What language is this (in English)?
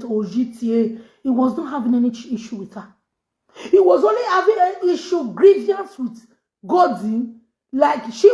Nigerian Pidgin